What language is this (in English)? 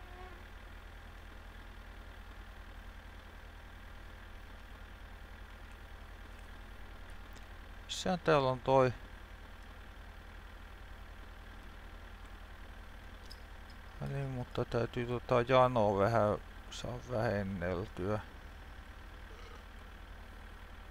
Finnish